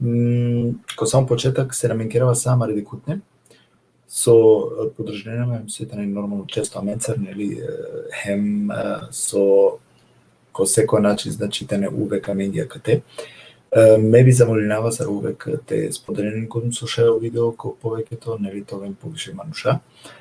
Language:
Balkan Romani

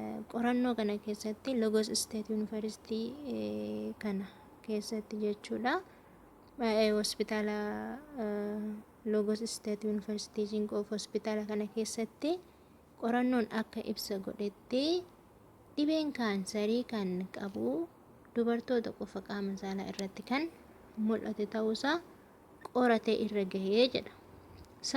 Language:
Oromo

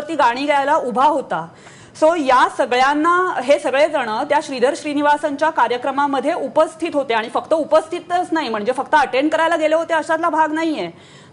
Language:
Marathi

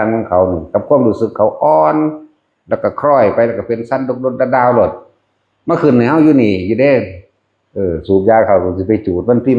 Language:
Northeastern Thai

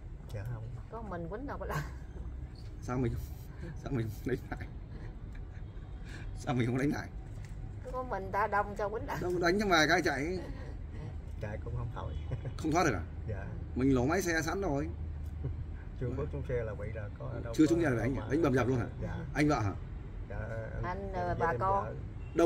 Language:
Vietnamese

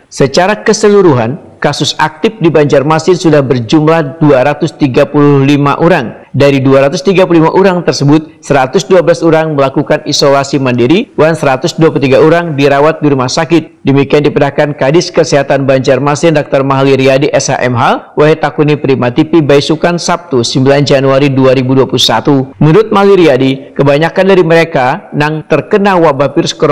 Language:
Banjar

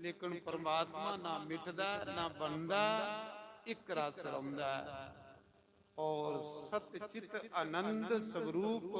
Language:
Dogri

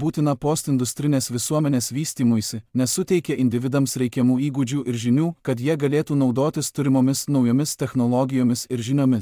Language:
Lithuanian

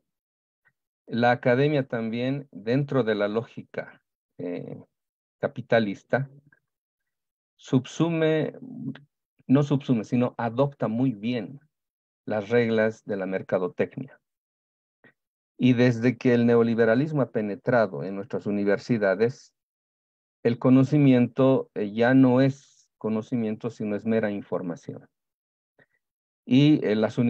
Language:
Spanish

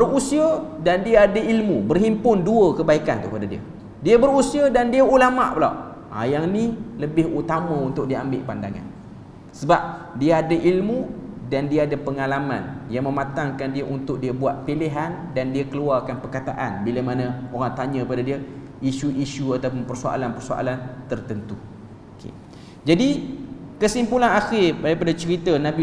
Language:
Malay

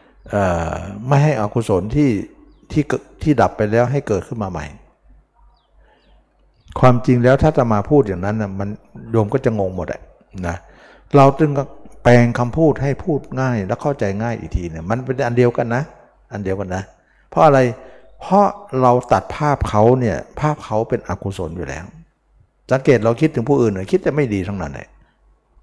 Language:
Thai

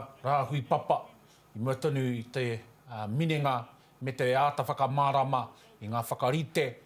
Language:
Māori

